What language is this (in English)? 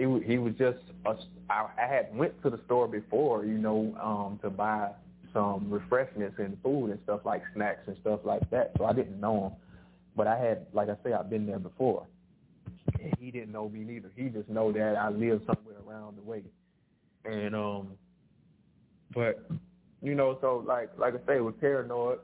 English